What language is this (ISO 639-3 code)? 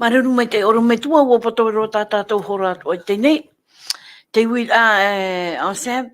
tah